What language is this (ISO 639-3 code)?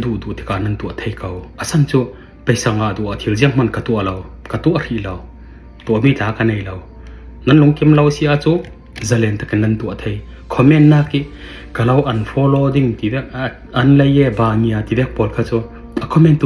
cfm